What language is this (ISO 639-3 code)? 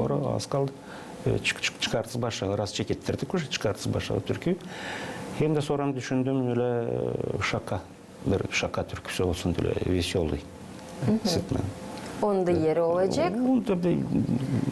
gag